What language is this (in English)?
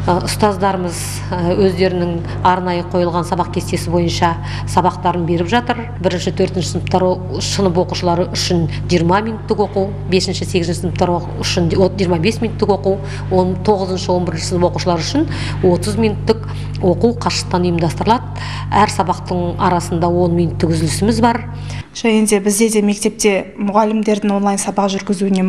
Kazakh